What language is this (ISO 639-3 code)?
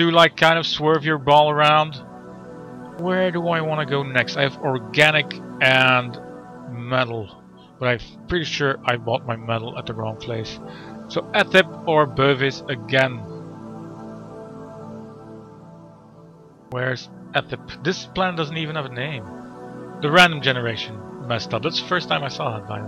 eng